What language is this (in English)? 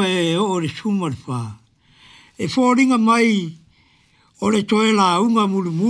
Samoan